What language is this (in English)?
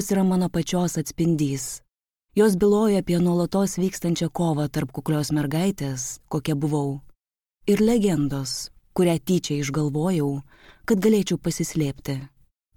Lithuanian